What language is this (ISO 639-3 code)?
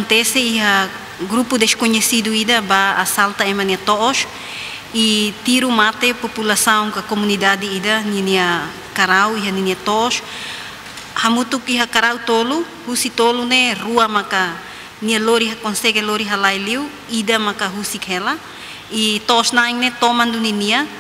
tet